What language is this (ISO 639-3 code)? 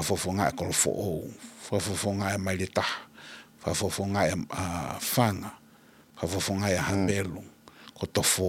ton